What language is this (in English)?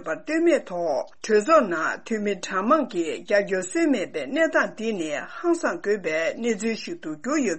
Tibetan